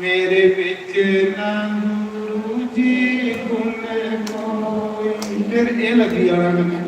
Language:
Dogri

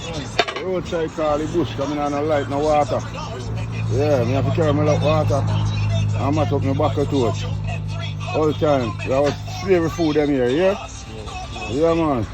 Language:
Jamaican Creole English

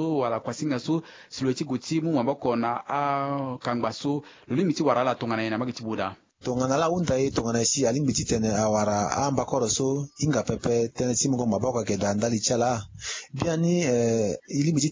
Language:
Sango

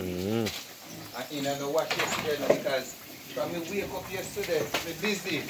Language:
Jamaican Creole English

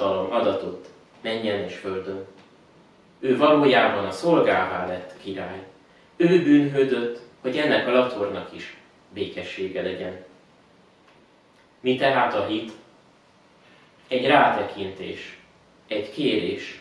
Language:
Hungarian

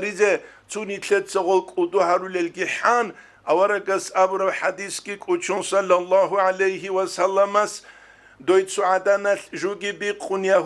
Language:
Avaric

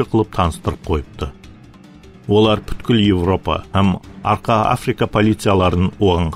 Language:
Kara-Kalpak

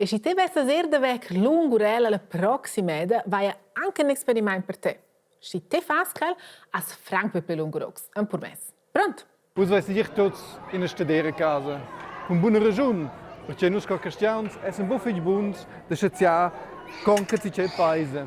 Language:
Romansh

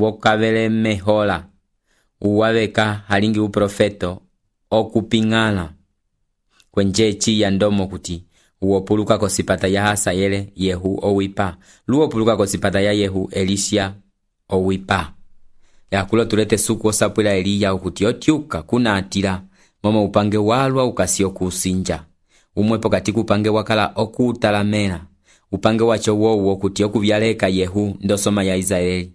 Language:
Umbundu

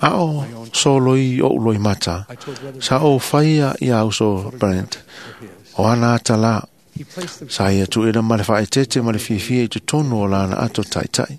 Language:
Samoan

